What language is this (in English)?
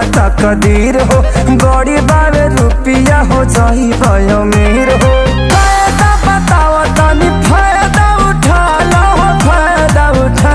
Bhojpuri